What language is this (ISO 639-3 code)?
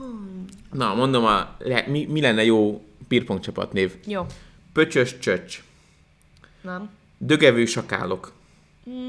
hun